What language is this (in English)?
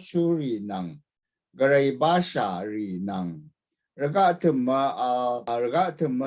Rawang